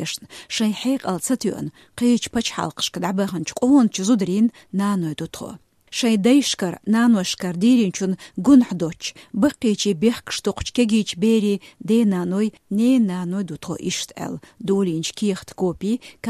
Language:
Chechen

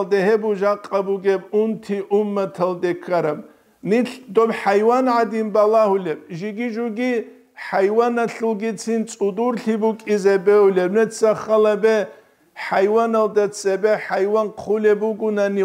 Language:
Avaric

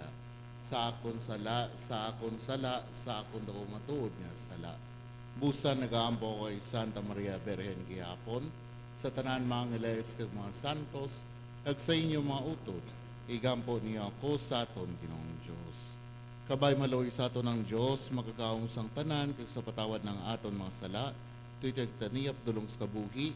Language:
Hiligaynon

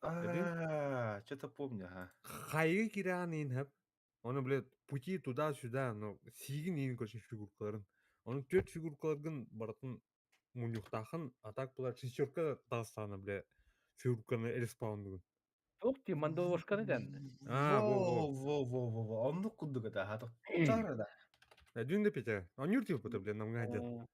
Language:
Yakut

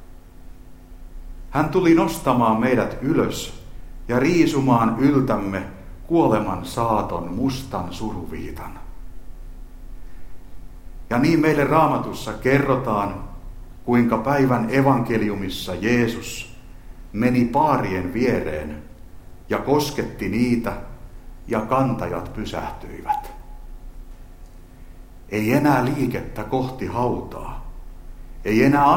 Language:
Finnish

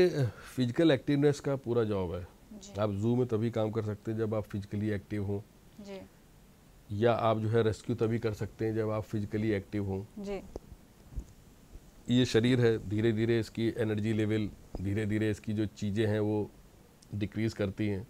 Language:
Hindi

